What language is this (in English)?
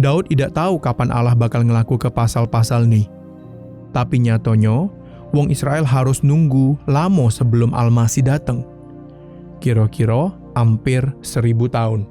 Musi